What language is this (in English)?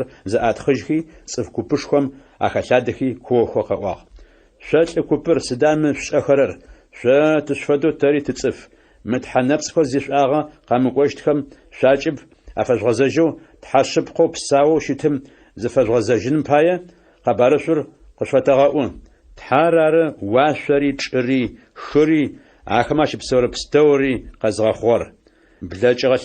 Adyghe